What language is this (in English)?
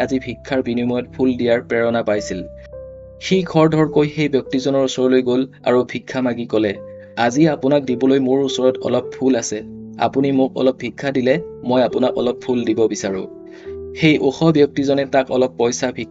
Assamese